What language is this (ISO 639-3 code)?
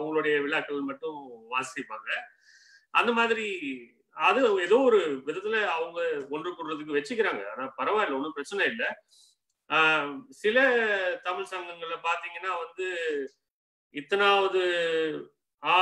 tam